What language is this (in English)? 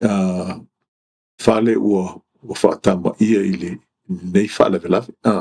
Samoan